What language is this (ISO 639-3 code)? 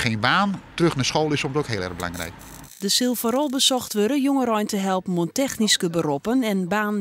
fry